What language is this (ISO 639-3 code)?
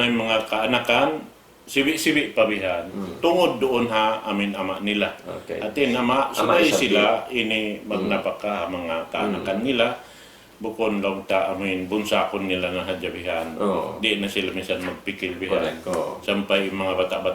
tsg